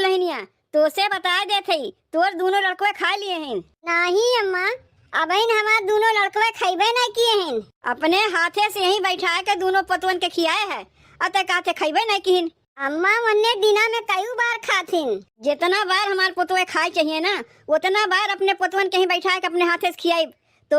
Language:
Awadhi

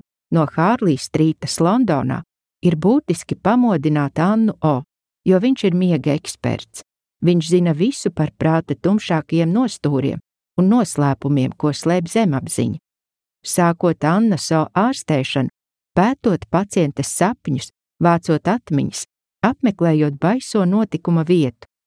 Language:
Latvian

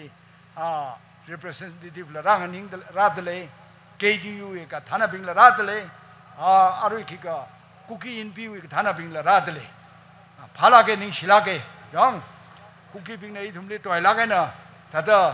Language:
Tangkhul Naga (India)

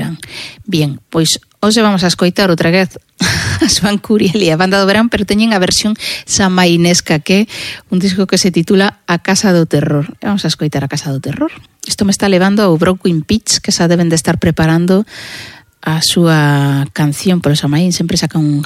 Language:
Galician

